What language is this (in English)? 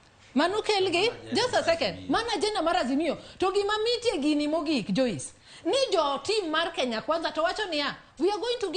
Luo (Kenya and Tanzania)